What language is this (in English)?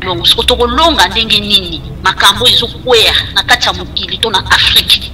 Lingala